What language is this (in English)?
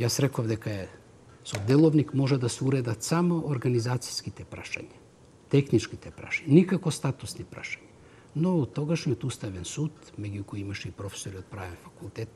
Macedonian